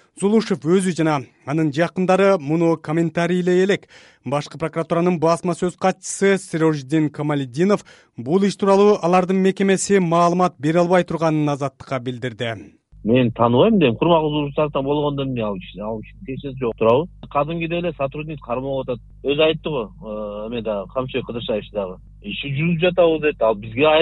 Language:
Kyrgyz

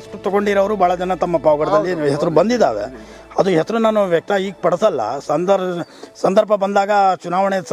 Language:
Kannada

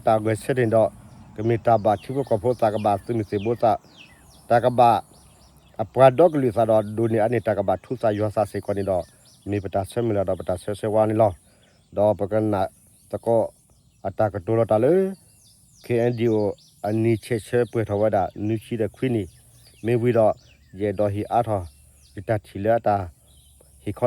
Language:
S'gaw Karen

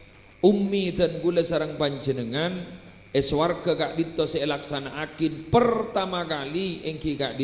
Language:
Madurese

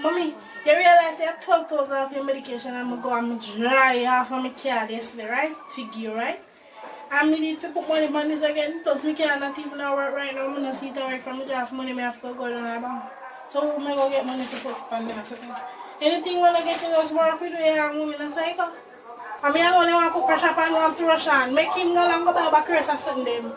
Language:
Jamaican Creole English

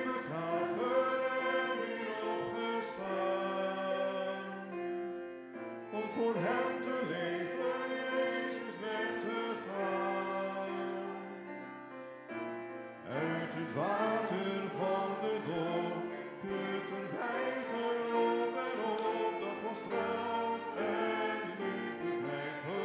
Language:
Dutch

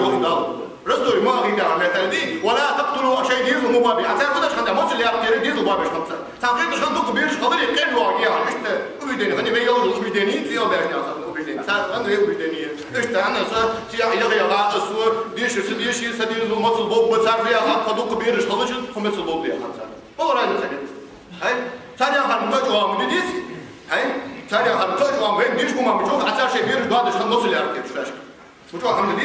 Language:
Ingush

